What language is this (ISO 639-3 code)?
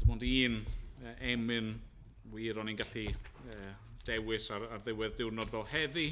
cym